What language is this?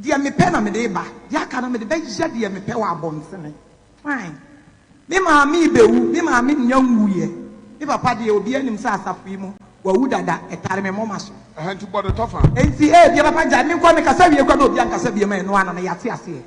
Akan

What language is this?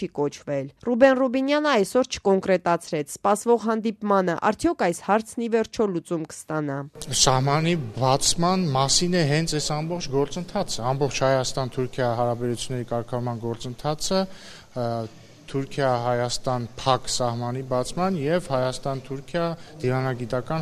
Armenian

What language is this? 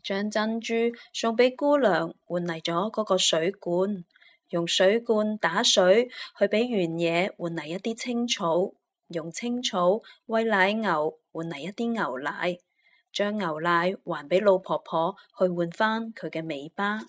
Cantonese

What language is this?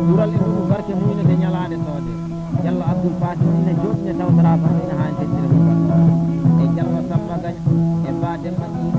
Fula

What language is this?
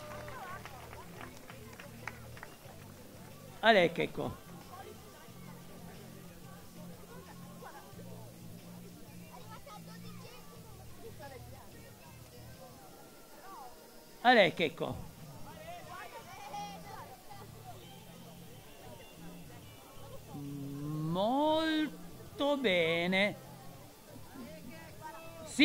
Italian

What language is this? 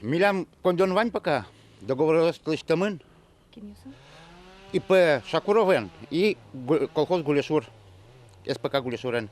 Udmurt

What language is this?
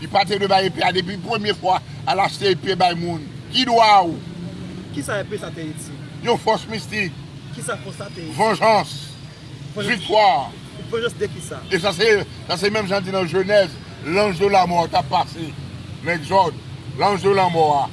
Haitian Creole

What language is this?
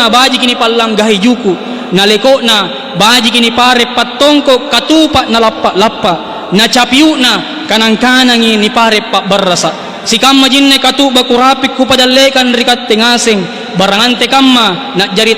Makasar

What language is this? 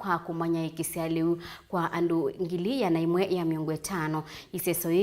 Kamba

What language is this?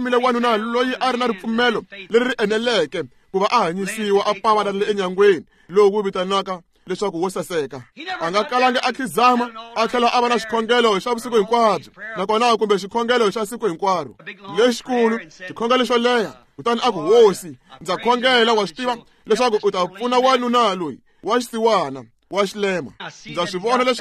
Tsonga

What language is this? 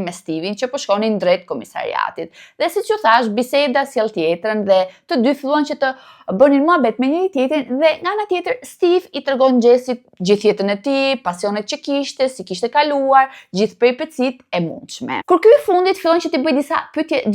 Albanian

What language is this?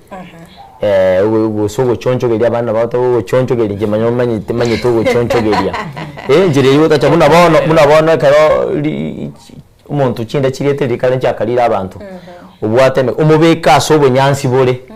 Gusii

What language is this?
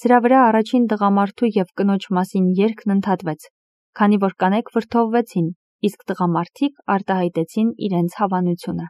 Armenian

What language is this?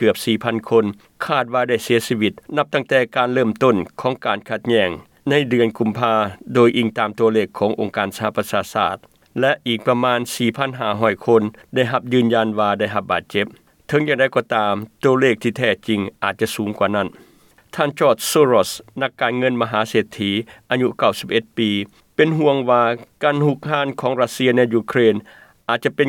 Lao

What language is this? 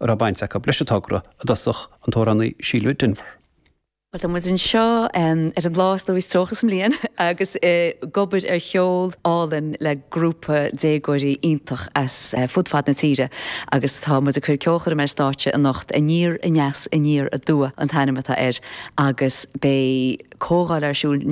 Irish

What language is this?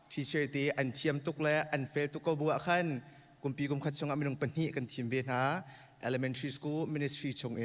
Hakha Chin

